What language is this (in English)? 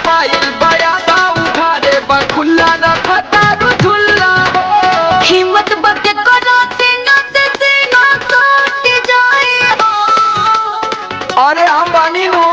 Bhojpuri